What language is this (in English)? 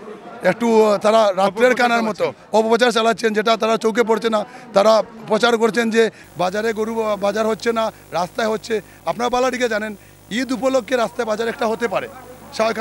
Bangla